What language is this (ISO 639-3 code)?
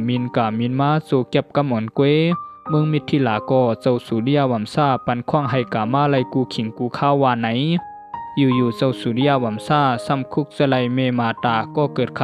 shn